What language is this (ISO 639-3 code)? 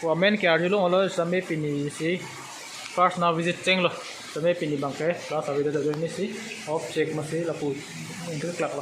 mjw